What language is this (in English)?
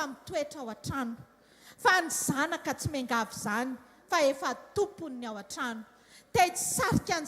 Malagasy